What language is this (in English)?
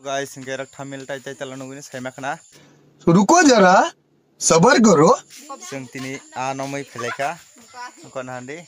Kok Borok